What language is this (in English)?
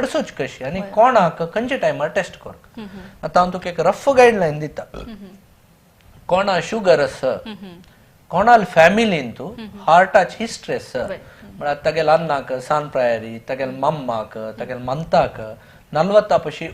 Konkani